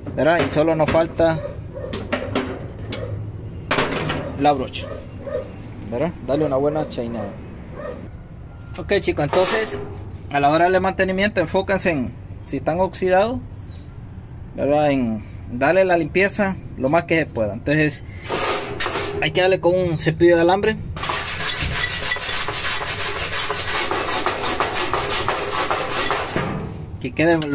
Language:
Spanish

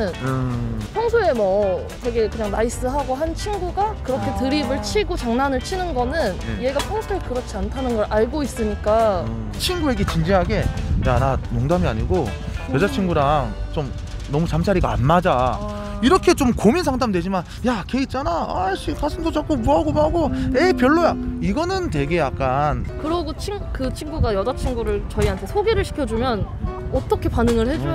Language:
Korean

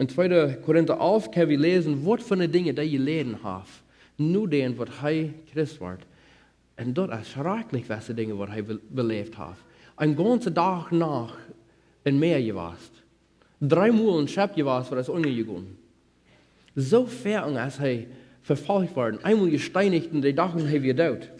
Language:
Plautdietsch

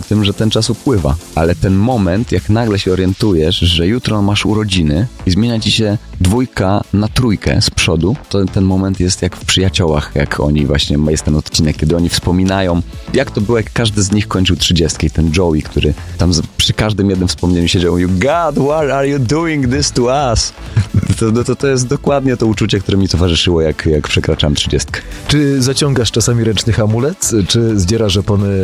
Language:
Polish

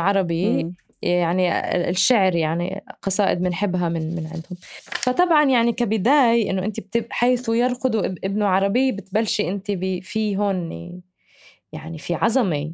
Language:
North Levantine Arabic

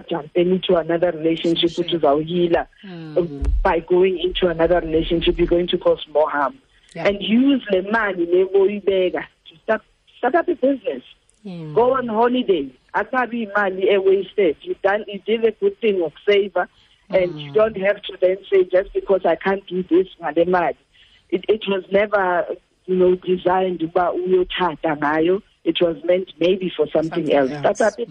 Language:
Xhosa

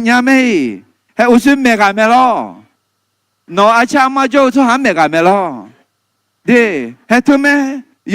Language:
Akha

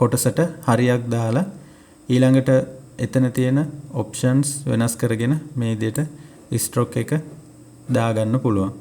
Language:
Sinhala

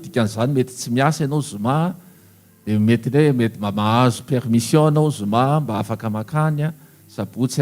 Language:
Malagasy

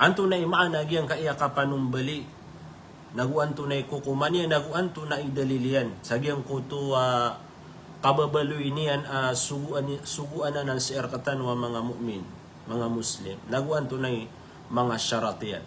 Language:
Maranao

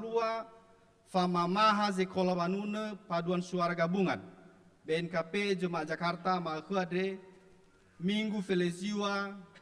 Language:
Nias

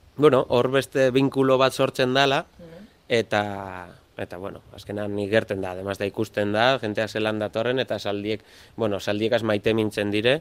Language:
Basque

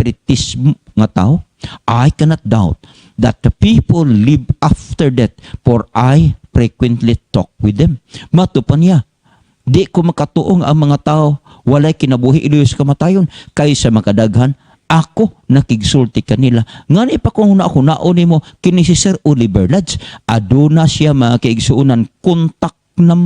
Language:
Cebuano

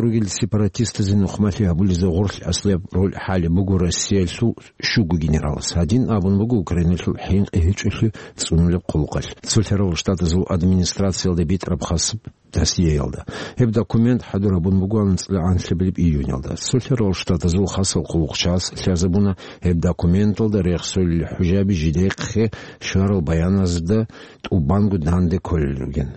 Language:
Avaric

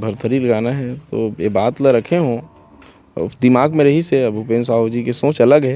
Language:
Chhattisgarhi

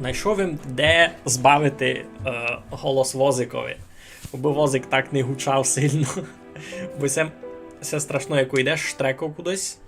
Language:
Rusyn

